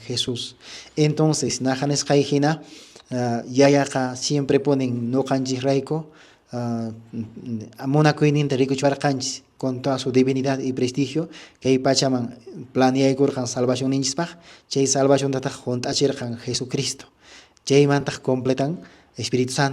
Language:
Quechua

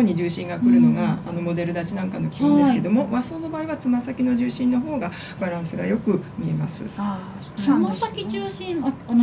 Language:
Japanese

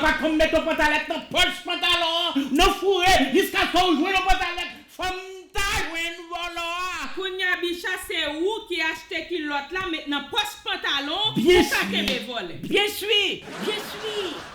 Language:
Haitian Creole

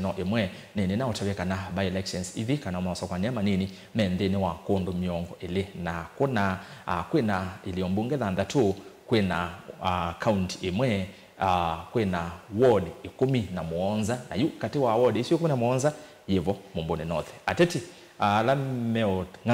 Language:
Kamba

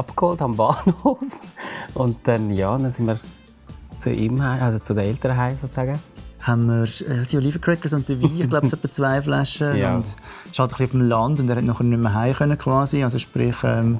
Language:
Swiss German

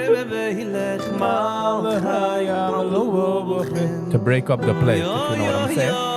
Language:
Yiddish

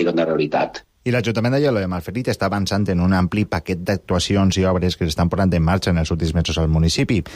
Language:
Catalan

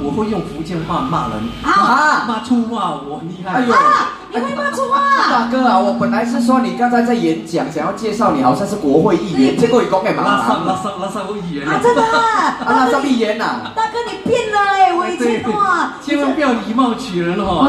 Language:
Chinese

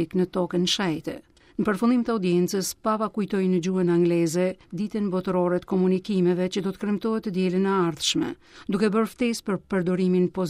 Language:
Albanian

